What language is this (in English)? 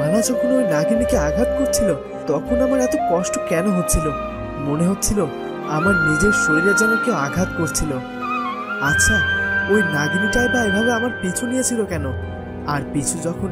Bangla